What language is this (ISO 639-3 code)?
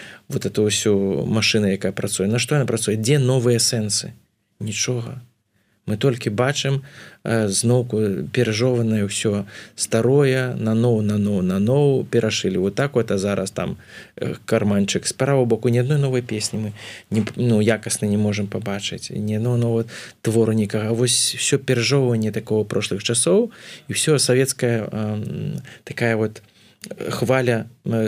bel